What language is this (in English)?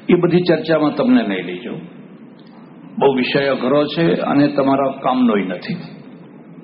Gujarati